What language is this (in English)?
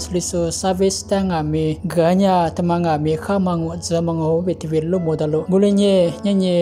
Lisu